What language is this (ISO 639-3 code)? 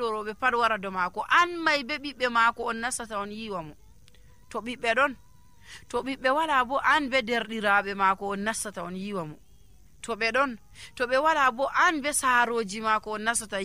fuv